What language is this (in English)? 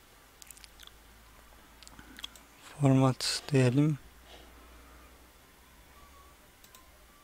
Turkish